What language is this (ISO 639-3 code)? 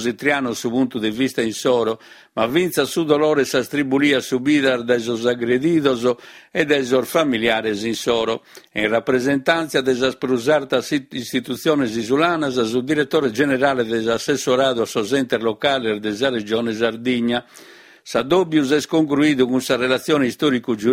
srd